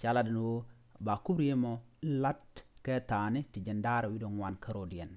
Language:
Nuer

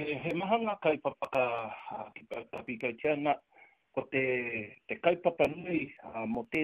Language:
Māori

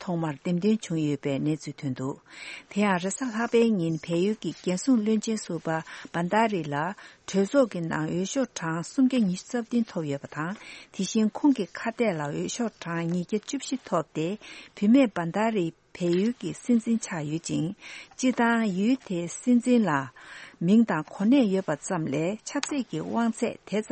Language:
Tibetan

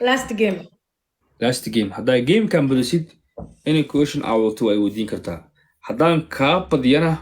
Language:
Somali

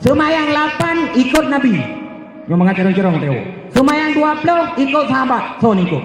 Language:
Achinese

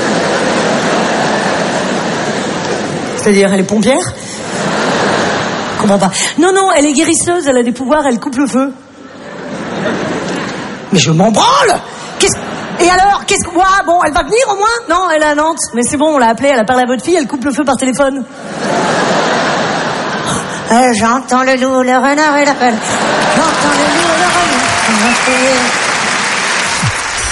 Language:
French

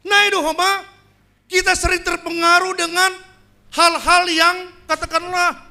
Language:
Batak Simalungun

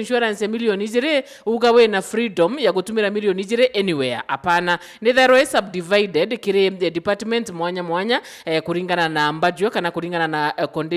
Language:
Meru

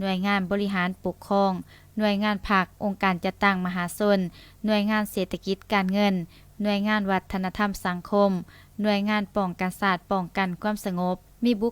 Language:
Lao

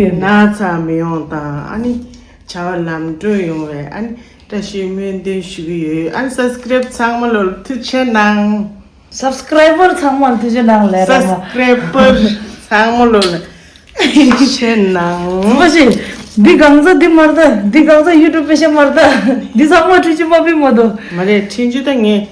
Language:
Tibetan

